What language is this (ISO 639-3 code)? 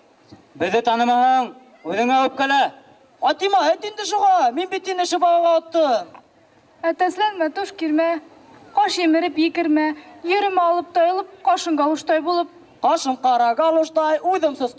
bak